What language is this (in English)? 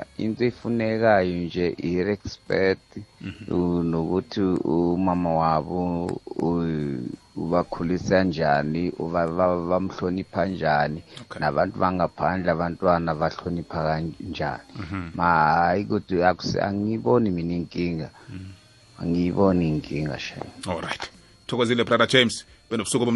South Ndebele